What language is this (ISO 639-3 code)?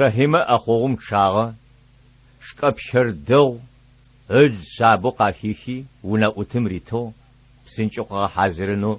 ady